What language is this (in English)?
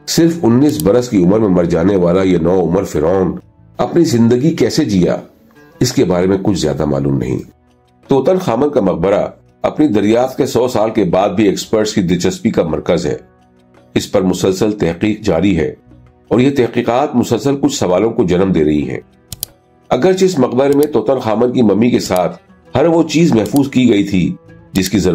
Urdu